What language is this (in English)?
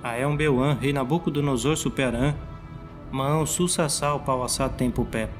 Nheengatu